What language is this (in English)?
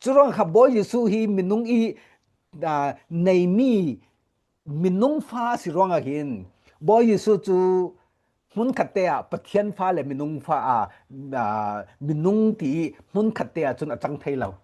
Falam Chin